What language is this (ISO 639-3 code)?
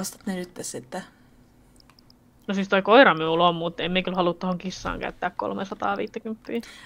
fin